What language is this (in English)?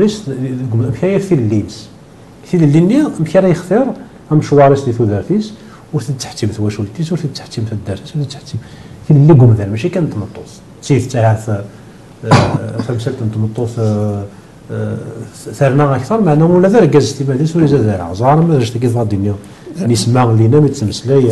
Kabyle